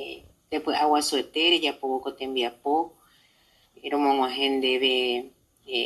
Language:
Guarani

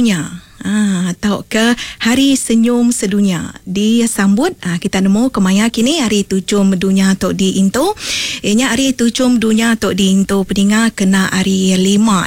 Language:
Iban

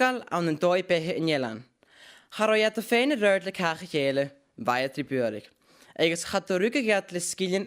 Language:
Scottish Gaelic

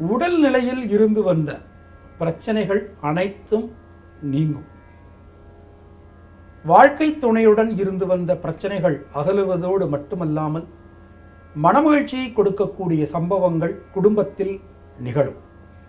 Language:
Tamil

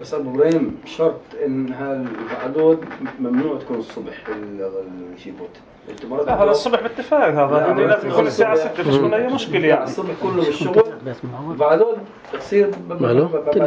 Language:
North Levantine Arabic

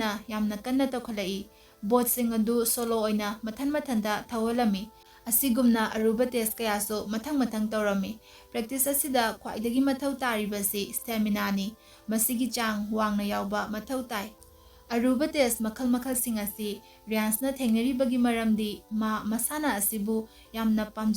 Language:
Manipuri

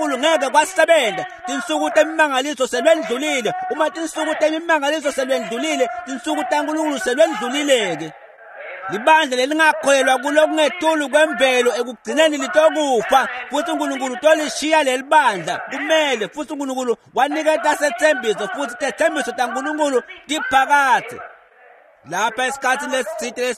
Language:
Swati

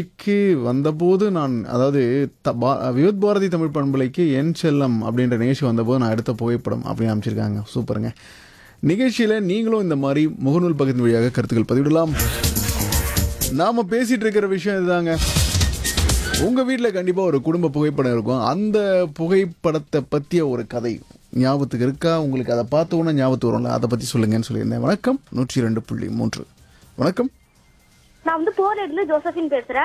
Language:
Tamil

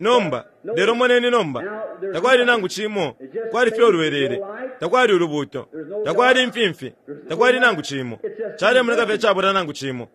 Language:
Bemba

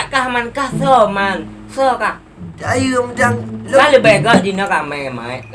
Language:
Achinese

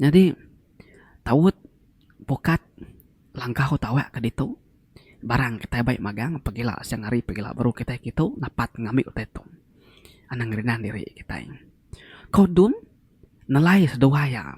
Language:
Iban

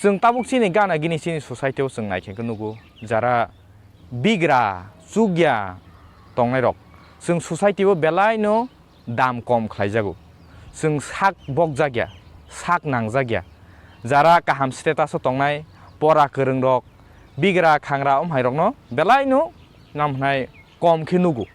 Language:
Kok Borok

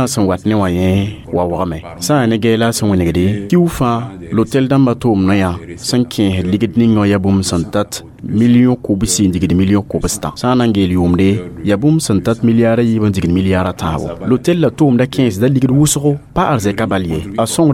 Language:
Mossi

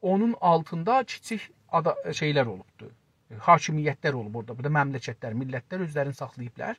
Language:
South Azerbaijani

